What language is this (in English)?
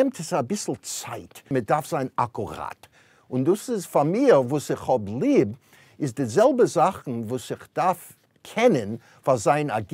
Yiddish